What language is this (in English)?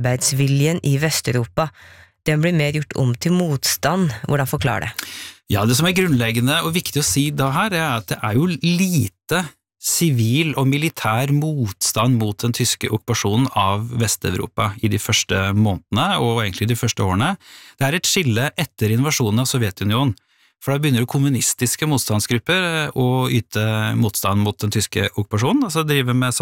Norwegian